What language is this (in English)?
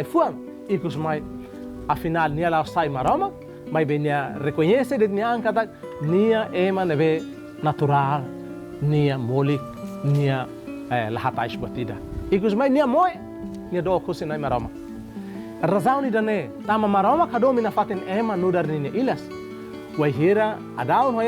Tetum